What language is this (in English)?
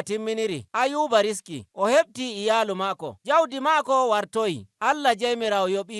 Nigerian Fulfulde